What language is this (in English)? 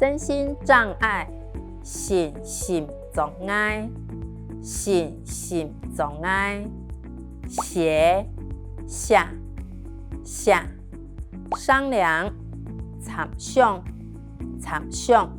Hakka Chinese